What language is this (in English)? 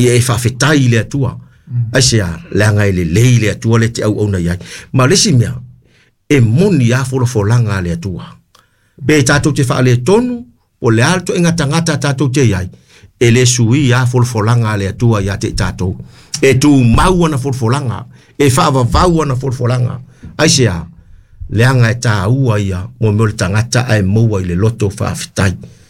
Samoan